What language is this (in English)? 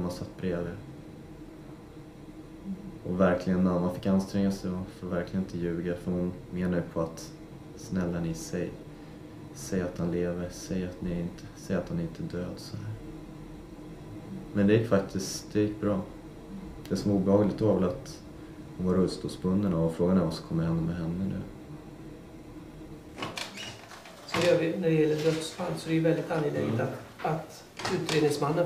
Swedish